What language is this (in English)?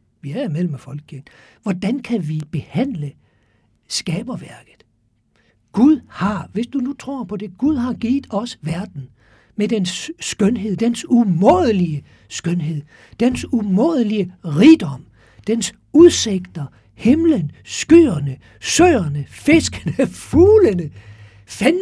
Danish